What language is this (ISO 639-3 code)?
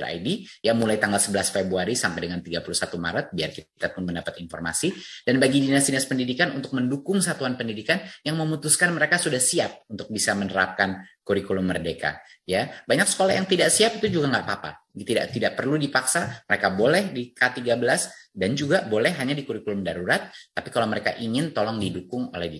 ind